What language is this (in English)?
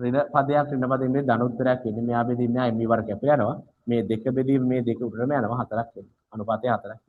Sinhala